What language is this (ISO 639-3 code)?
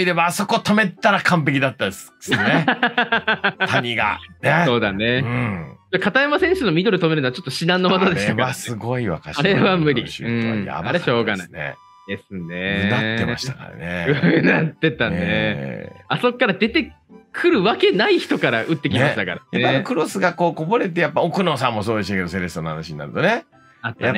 jpn